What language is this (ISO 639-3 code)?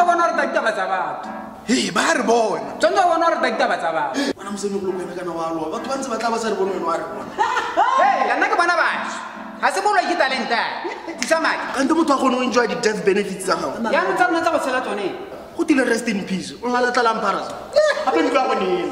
tsn